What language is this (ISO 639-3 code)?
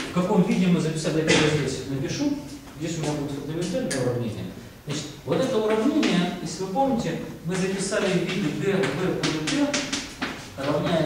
rus